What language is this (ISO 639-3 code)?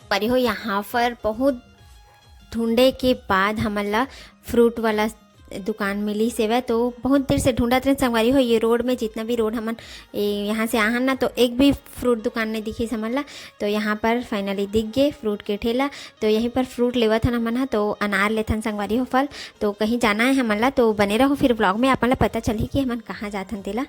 hne